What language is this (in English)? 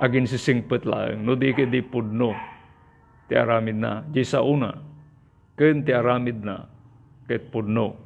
Iloko